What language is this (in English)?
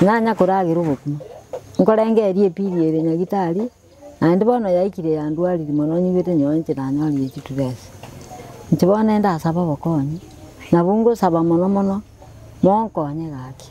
Gusii